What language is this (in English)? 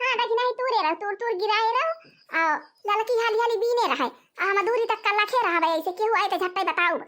Awadhi